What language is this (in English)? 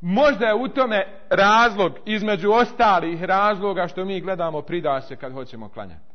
Bosnian